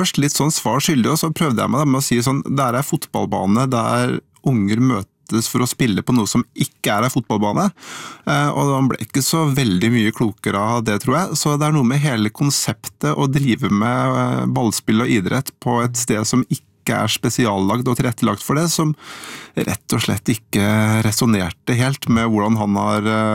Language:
Norwegian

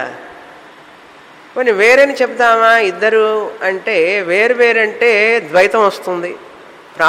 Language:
Telugu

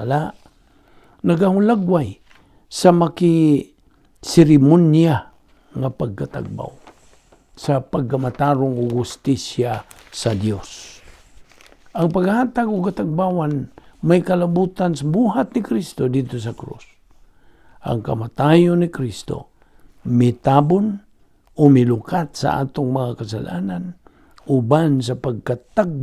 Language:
Cebuano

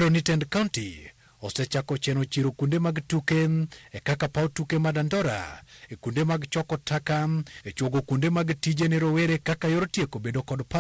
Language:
Luo (Kenya and Tanzania)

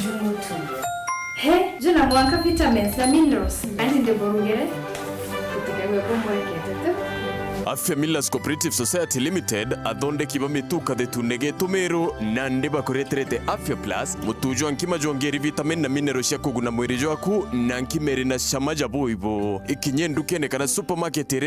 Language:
Meru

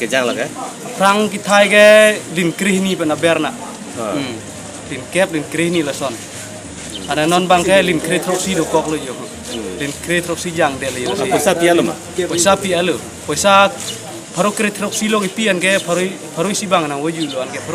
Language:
Karbi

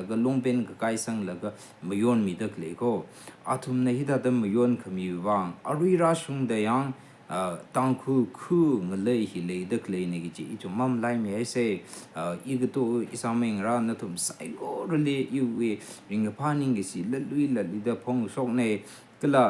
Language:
Tangkhul Naga (India)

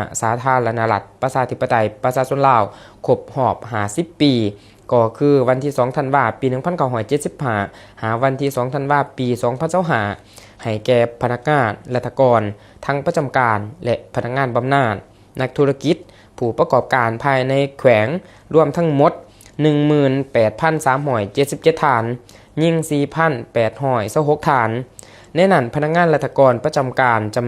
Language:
Lao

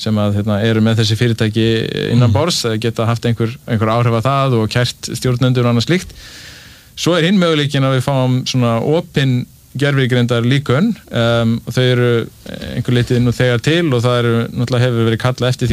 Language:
Icelandic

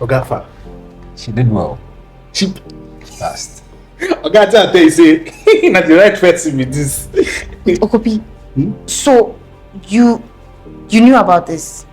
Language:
Nigerian Pidgin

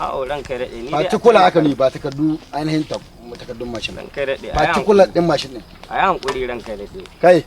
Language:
Hausa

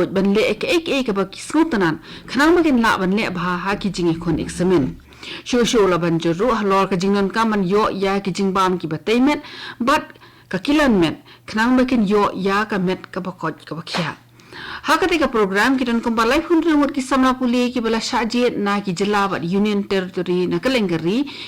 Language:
Khasi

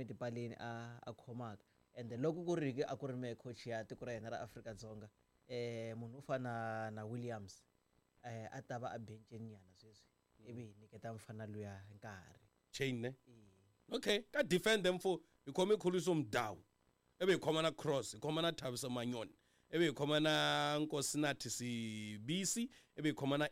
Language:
Tsonga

